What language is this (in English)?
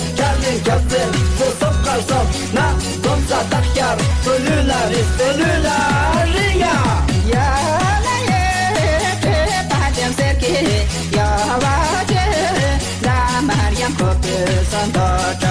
Tibetan